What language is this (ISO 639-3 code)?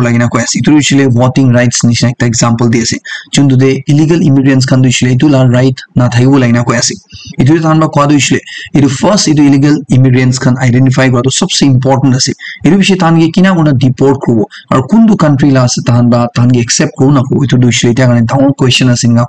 nag